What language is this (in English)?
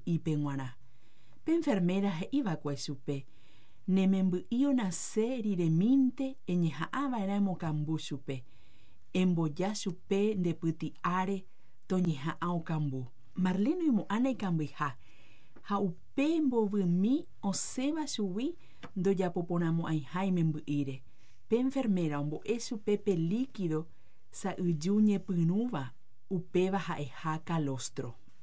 Guarani